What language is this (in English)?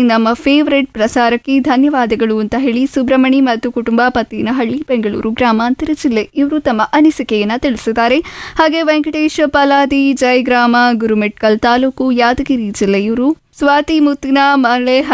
Kannada